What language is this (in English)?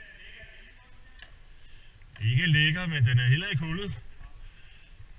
Danish